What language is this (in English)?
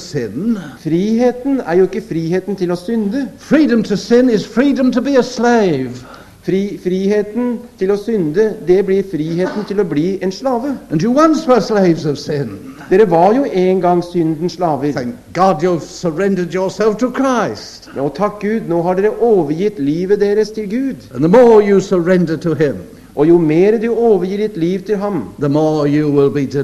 Norwegian